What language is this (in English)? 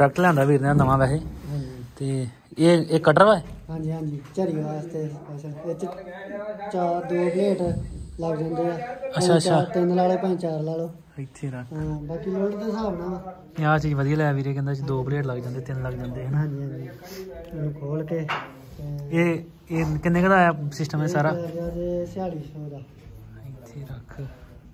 Punjabi